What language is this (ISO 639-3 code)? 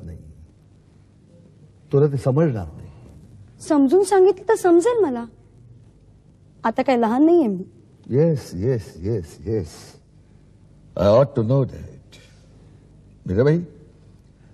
mar